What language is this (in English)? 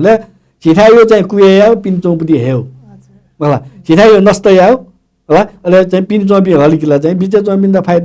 Newari